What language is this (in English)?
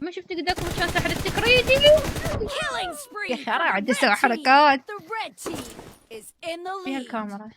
Mesopotamian Arabic